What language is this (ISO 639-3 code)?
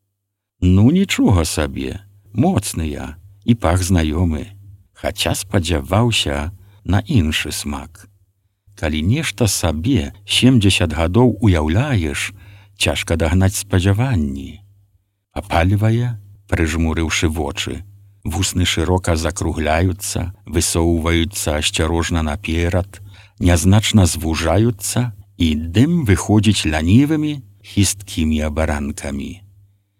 bel